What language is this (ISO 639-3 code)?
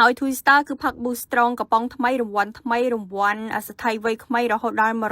khm